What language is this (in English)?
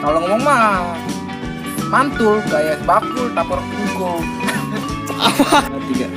Betawi